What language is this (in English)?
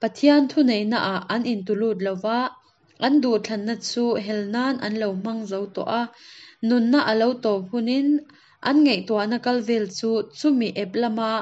Hakha Chin